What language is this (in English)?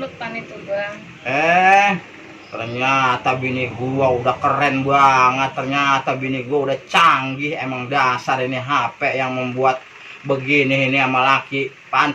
Betawi